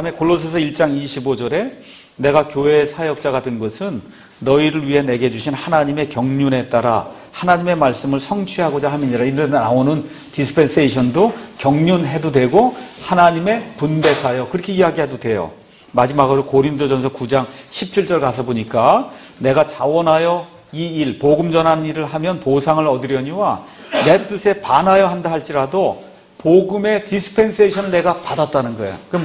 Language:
Korean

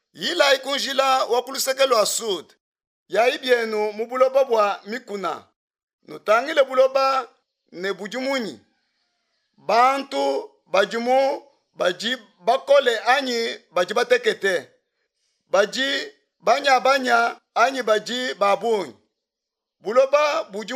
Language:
Luba-Lulua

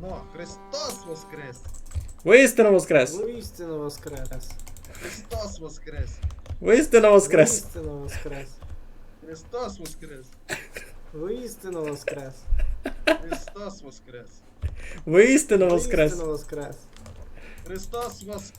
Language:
Rusyn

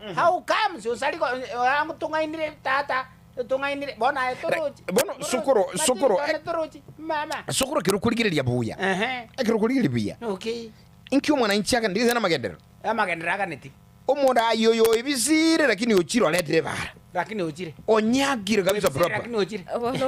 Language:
Gusii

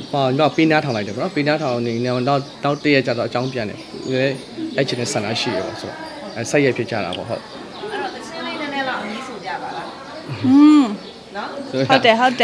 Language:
Burmese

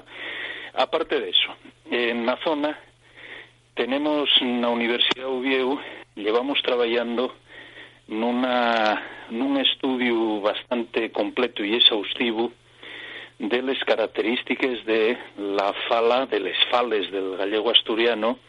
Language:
Asturian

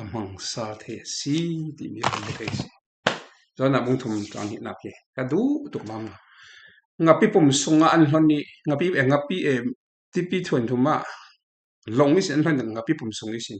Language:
Falam Chin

